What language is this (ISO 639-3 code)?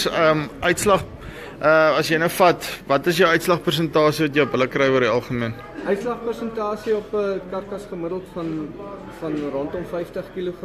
afr